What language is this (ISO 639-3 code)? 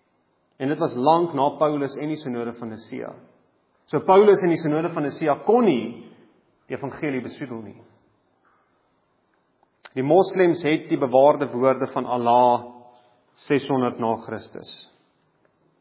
afr